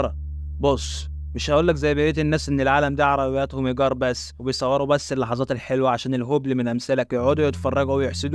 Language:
Egyptian Arabic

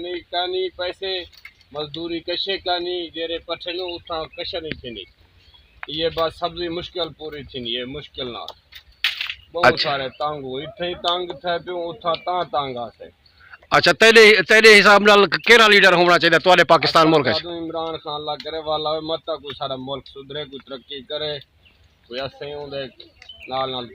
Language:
Saraiki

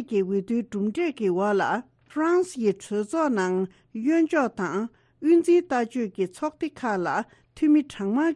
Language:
Tibetan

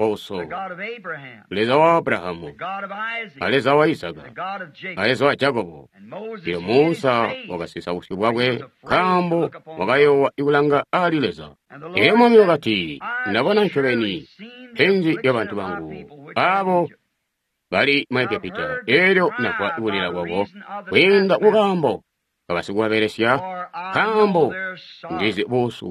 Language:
Tonga (Zambia)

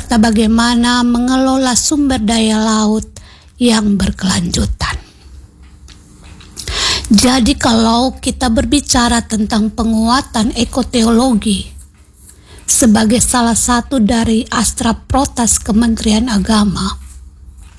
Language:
Indonesian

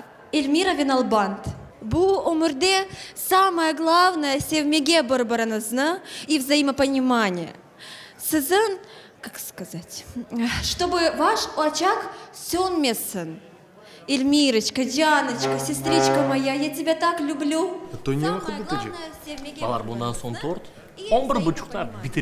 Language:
Crimean Tatar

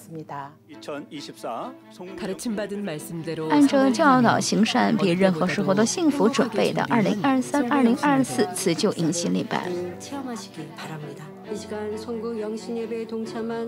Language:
Chinese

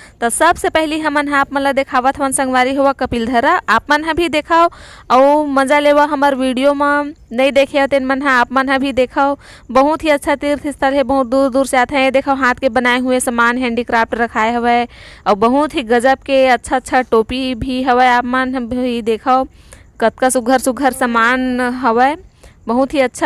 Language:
Chhattisgarhi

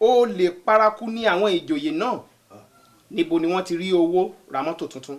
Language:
Yoruba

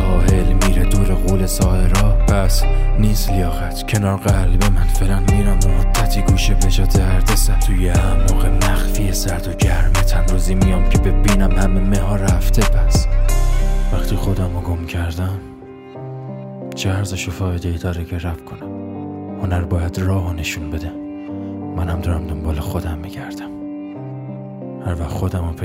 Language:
Persian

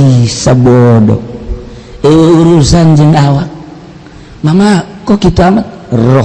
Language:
Sundanese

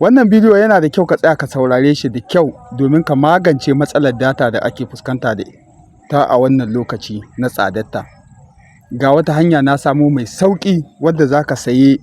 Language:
Hausa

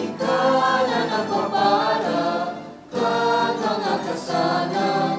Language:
Bikol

